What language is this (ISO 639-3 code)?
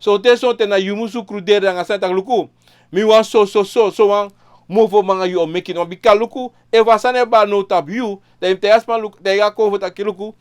srn